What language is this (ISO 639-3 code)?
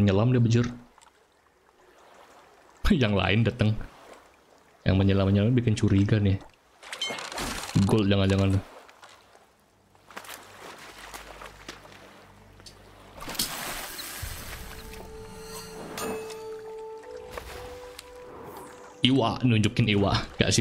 ind